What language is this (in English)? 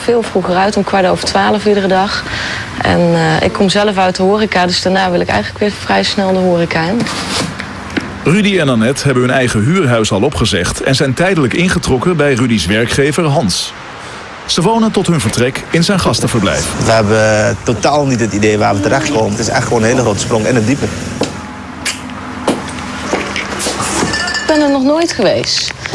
Dutch